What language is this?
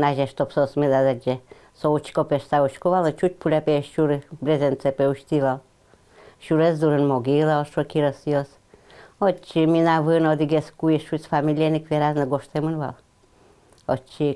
Udmurt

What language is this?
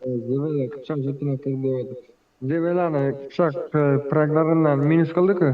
Kara-Kalpak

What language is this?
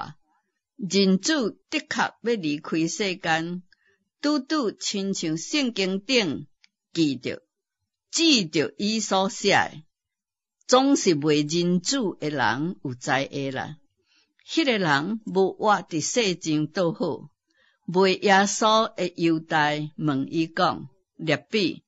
Min Nan Chinese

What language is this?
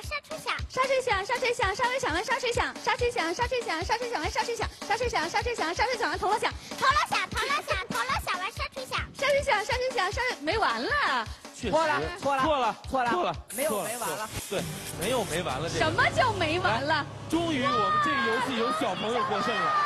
Chinese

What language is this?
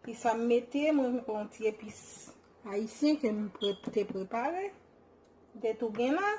Haitian Creole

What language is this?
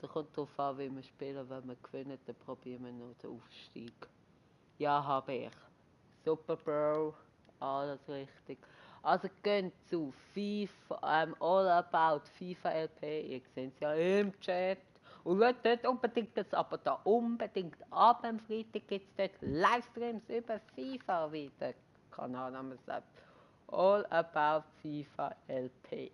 Swiss German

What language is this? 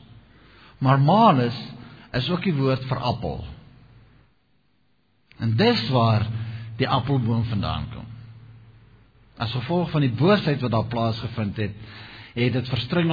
Afrikaans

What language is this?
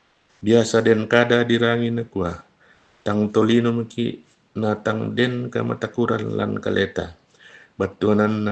Toraja-Sa'dan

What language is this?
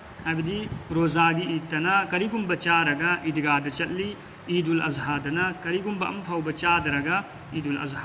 Manipuri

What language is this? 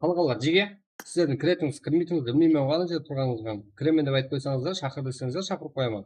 Kara-Kalpak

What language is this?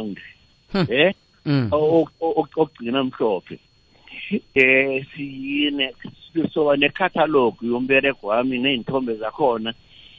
South Ndebele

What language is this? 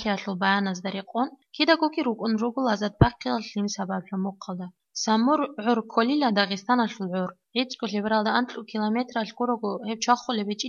Avaric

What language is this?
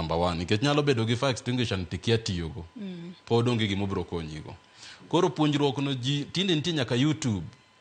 Luo (Kenya and Tanzania)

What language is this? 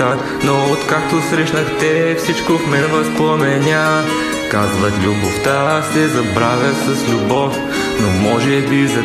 Bulgarian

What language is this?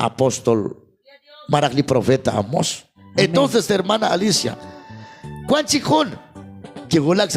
Kekchí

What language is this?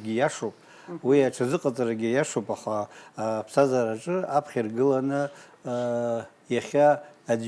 Abkhazian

